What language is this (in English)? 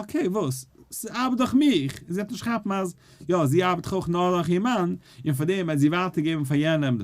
Yiddish